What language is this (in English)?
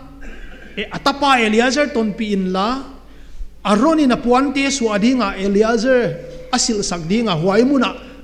Paite Chin